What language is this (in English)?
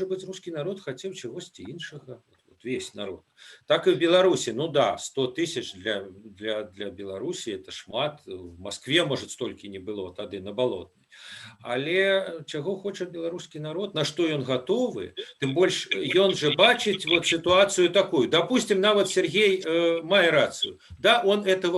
Belarusian